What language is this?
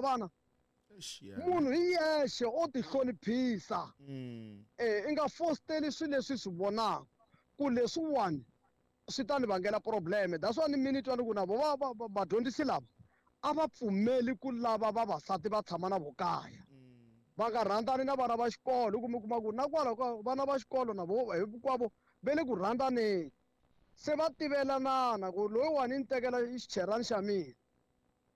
Tsonga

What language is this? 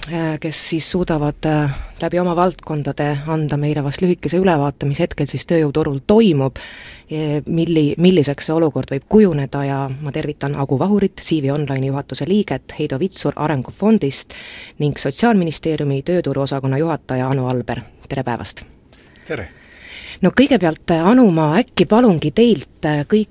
Estonian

